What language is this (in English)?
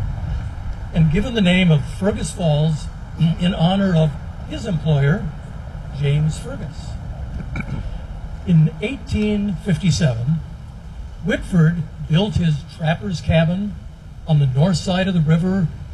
English